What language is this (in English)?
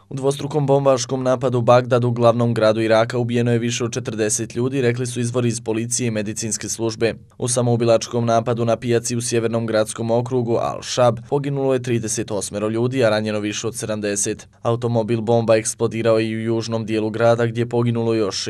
Bosnian